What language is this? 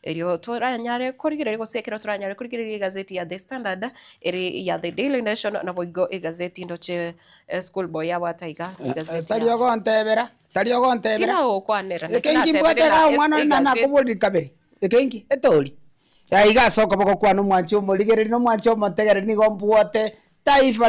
Gusii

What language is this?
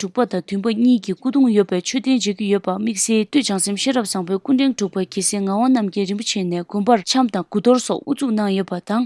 Tibetan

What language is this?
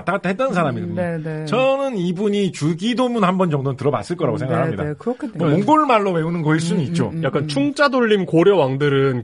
Korean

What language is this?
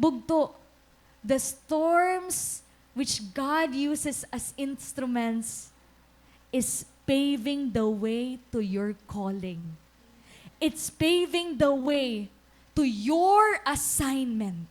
Waray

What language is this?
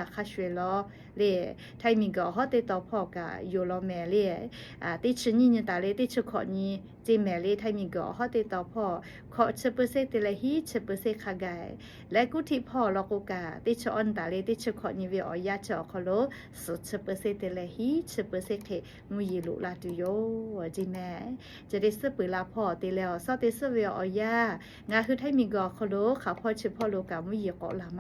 Lahu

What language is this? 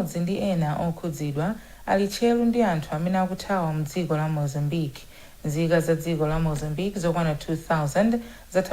Nyanja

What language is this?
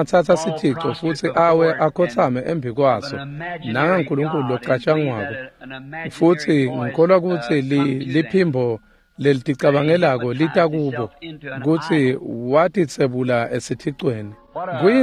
Swati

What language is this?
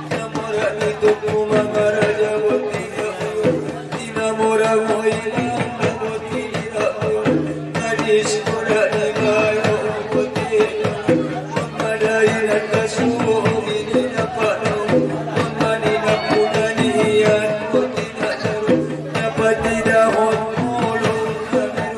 Batak Angkola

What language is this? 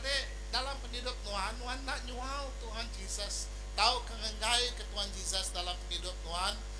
Iban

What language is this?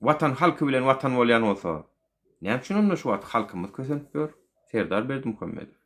Turkmen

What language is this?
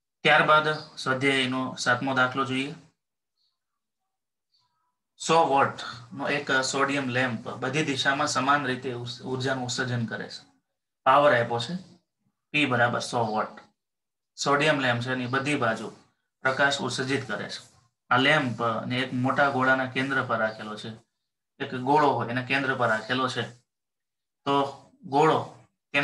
Gujarati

